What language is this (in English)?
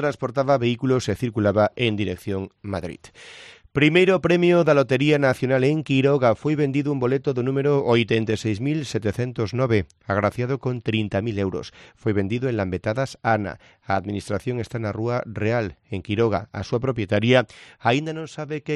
Galician